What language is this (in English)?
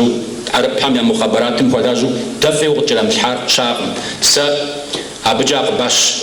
Kabardian